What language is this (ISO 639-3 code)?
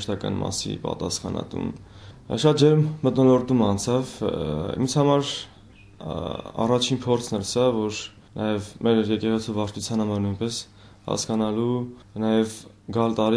hye